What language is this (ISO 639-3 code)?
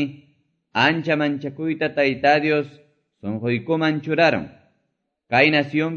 que